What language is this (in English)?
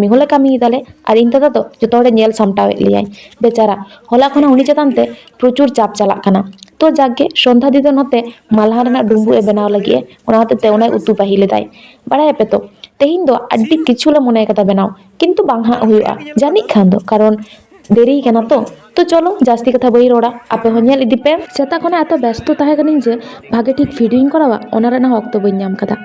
Santali